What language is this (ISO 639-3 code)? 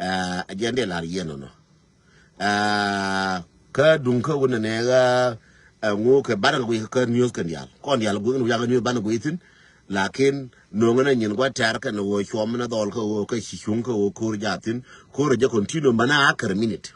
nus